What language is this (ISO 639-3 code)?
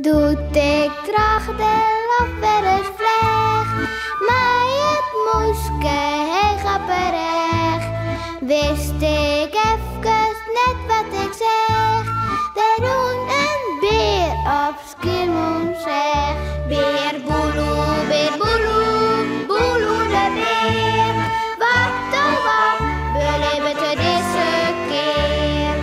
fry